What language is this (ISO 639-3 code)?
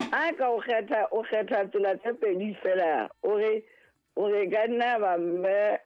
sot